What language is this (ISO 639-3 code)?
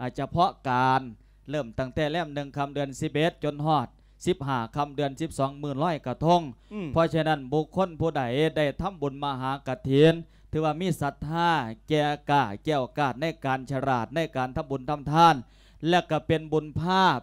lao